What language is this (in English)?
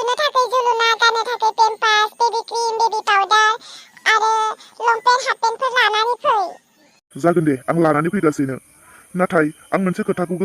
Bodo